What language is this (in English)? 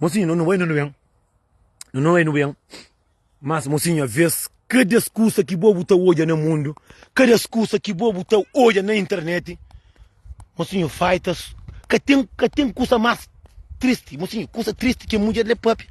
Kabuverdianu